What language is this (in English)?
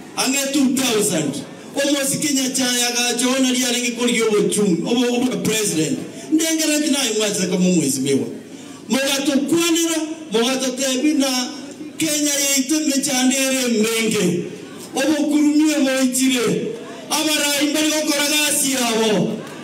Gusii